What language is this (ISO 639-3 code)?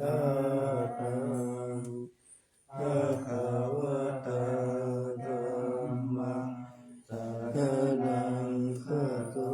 pli